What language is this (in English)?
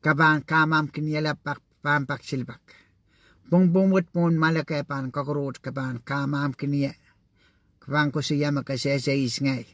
Pohnpeian